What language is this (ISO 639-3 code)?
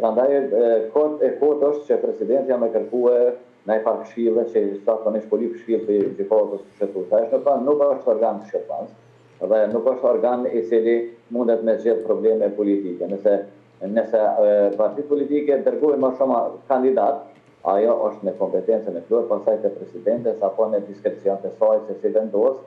sqi